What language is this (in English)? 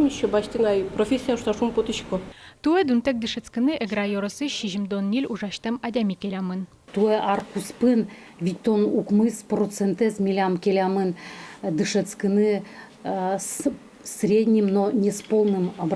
Udmurt